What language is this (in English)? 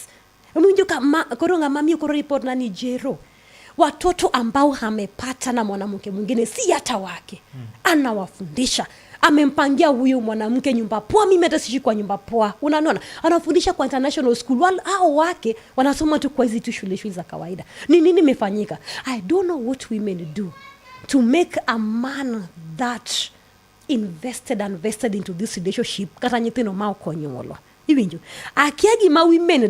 Luo (Kenya and Tanzania)